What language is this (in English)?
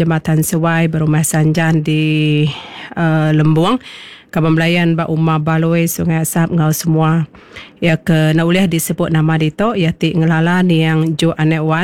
Iban